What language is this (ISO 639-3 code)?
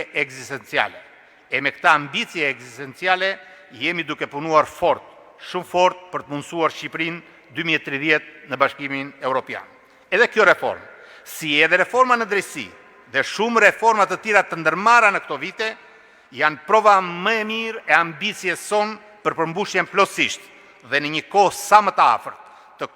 sqi